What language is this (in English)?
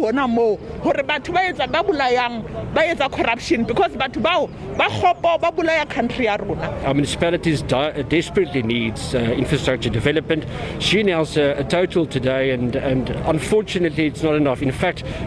Southern Sotho